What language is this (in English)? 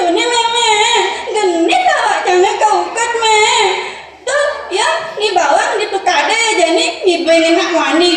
Balinese